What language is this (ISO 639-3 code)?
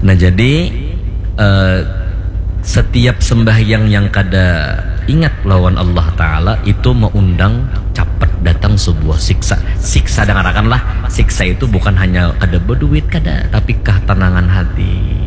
bjn